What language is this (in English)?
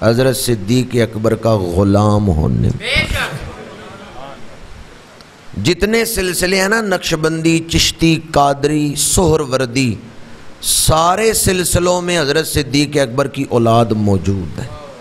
Urdu